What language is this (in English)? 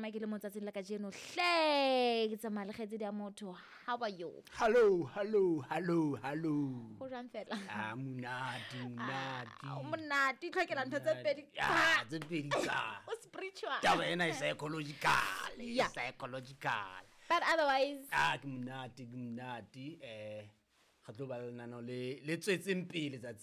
Southern Sotho